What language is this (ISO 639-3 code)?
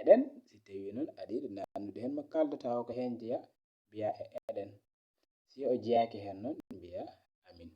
ful